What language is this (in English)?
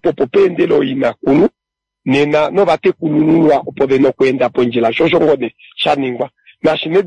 Kuanyama